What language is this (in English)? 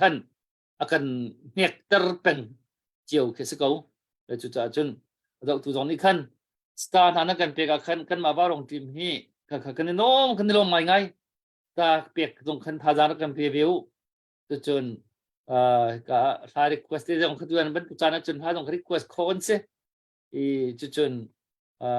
Hakha Chin